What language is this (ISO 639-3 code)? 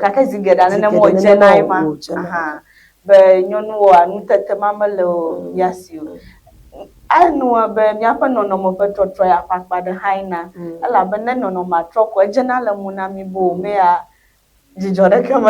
ewe